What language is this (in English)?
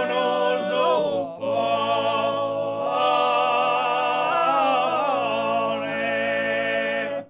Sardinian